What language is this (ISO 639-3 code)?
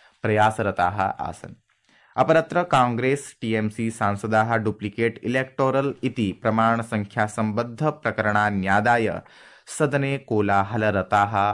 san